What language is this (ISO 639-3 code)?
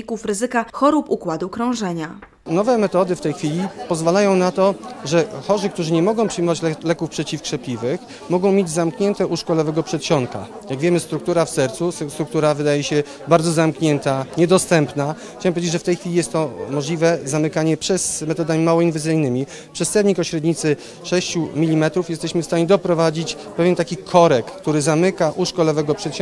pol